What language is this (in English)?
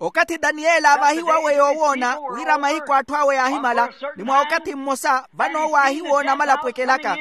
Makhuwa